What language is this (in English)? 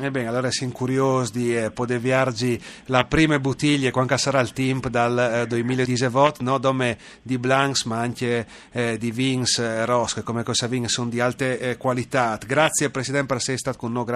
Friulian